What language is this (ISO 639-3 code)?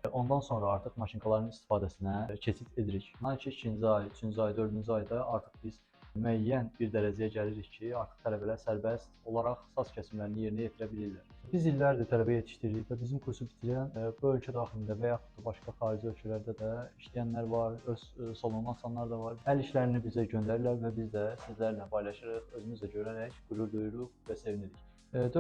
aze